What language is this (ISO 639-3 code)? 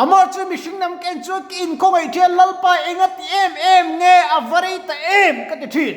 lus